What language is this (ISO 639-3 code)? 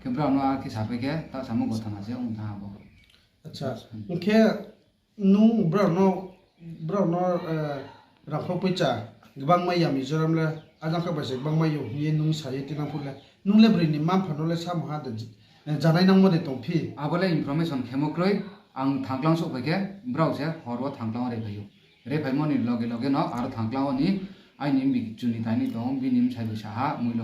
ria